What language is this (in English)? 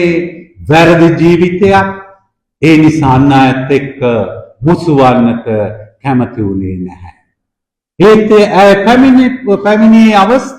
Sinhala